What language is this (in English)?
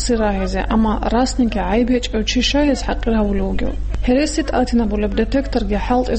Avaric